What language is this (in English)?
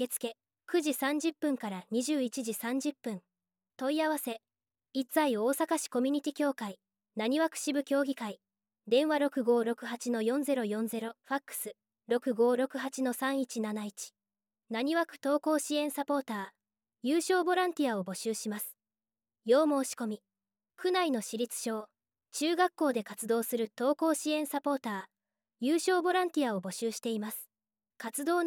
Japanese